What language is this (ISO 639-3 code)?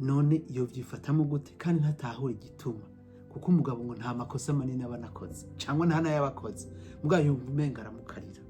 run